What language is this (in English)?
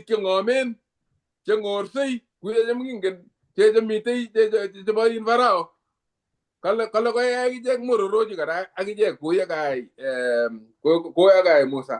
Kalenjin